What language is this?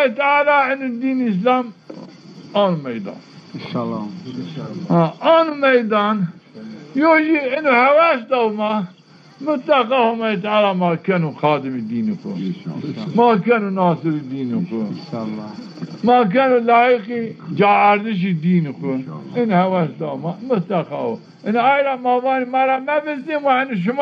Zaza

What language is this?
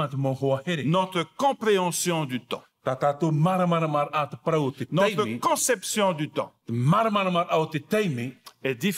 Tahitian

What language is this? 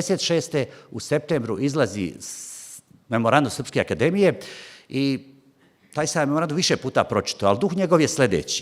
Bosnian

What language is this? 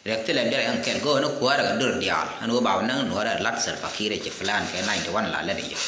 Nuer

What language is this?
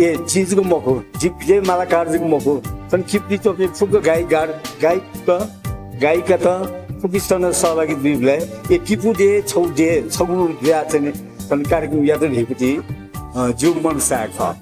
Newari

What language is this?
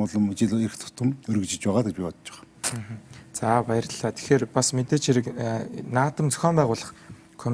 Mongolian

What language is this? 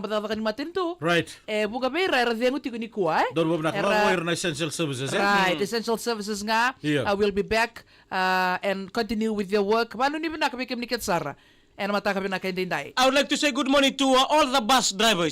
Fijian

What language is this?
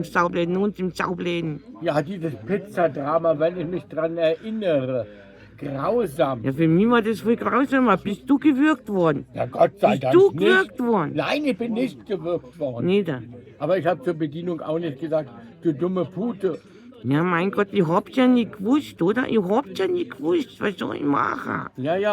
Bavarian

